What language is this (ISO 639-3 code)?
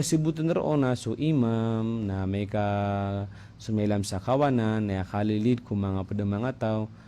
mrw